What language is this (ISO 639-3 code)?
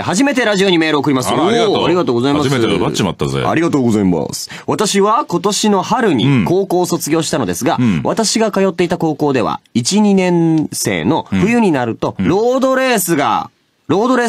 jpn